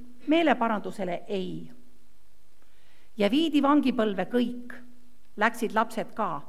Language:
Estonian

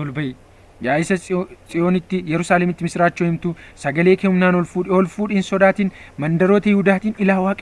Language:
Oromo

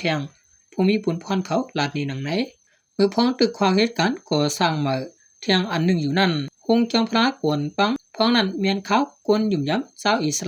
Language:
Shan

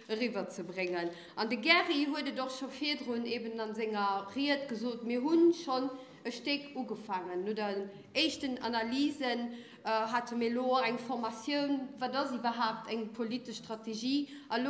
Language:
Luxembourgish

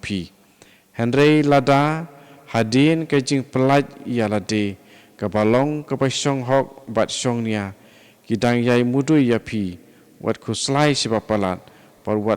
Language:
Khasi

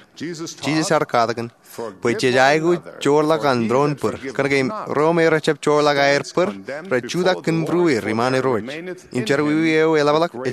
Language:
Marshallese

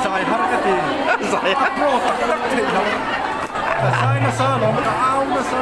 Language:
Mizo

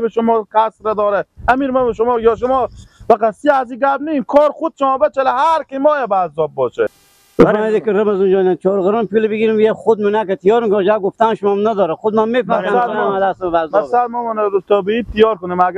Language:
Persian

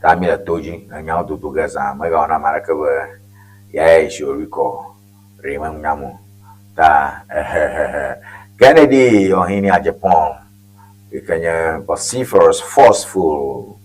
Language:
Ewe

